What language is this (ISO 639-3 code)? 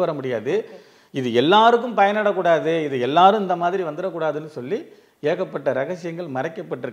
tam